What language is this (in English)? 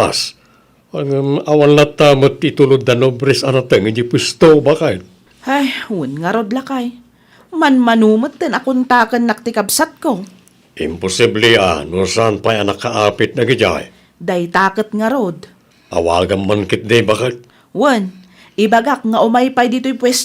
Iloko